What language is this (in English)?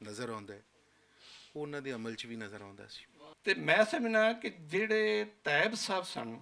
Western Panjabi